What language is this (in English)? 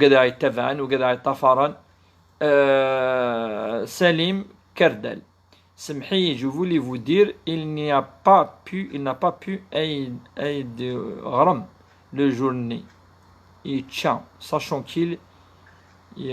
Kabyle